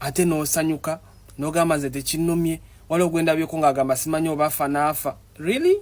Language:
Ganda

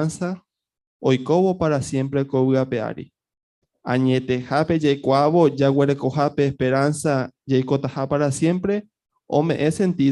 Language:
Guarani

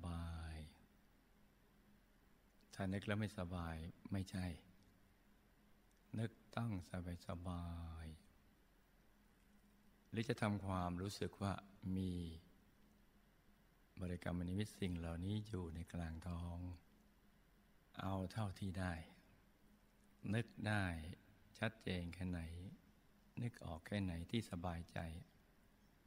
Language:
Thai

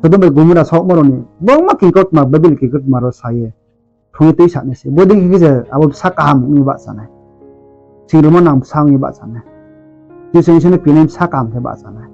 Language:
Riang (India)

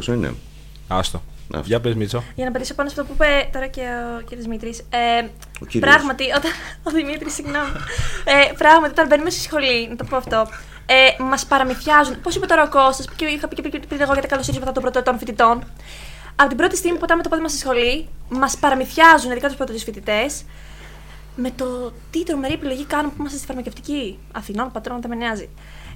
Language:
Greek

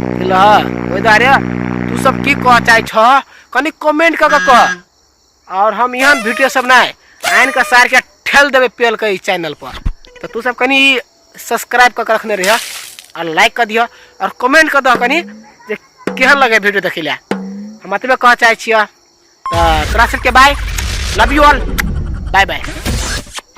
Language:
Maithili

